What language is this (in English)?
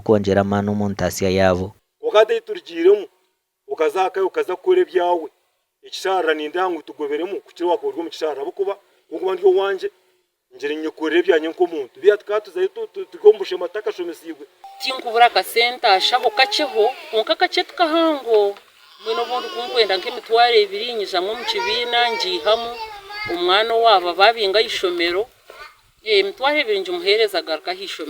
Nyankole